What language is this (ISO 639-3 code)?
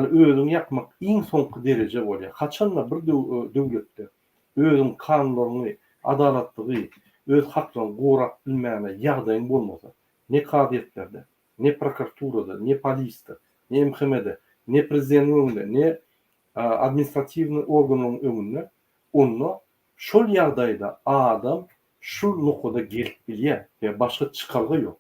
tuk